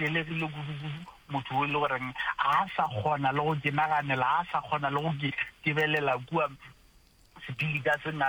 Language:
Northern Sotho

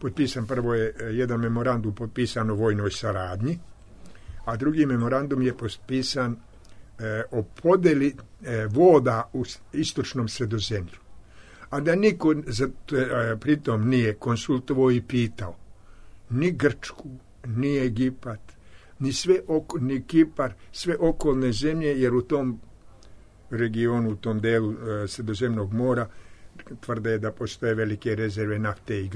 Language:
Serbian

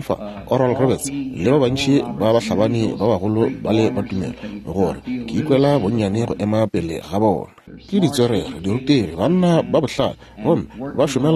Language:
Northern Sotho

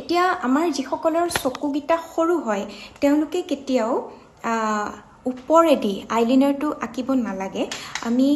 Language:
Assamese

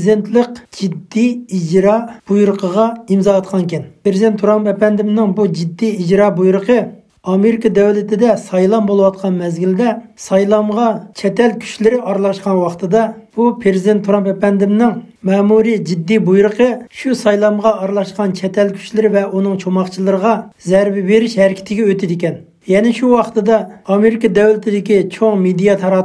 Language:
Uyghur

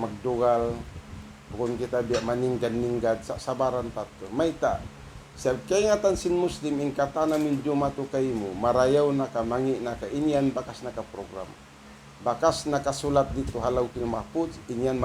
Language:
Tausug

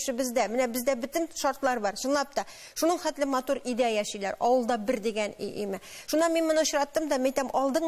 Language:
Tatar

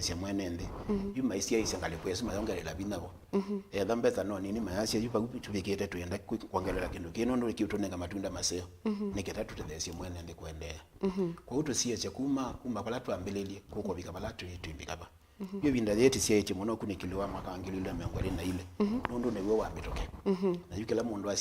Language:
Kamba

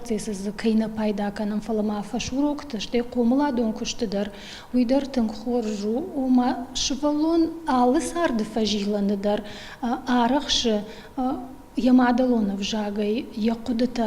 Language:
Ossetic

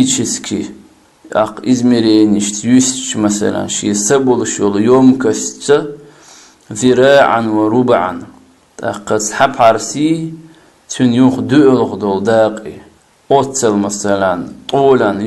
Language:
Chechen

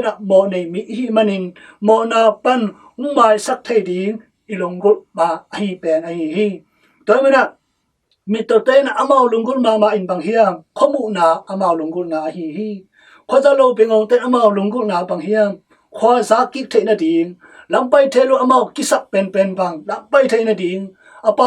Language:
Tedim Chin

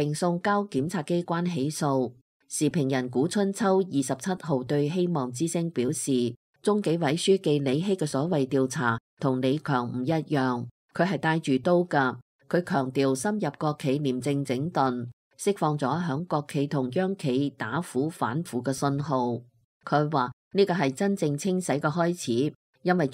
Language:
Cantonese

